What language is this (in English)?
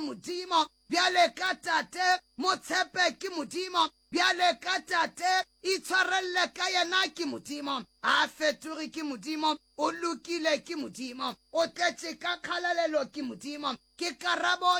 Northern Sotho